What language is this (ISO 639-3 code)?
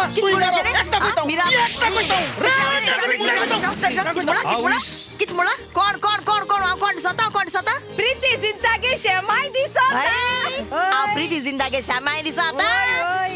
kok